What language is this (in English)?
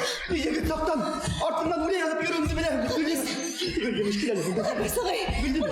Bashkir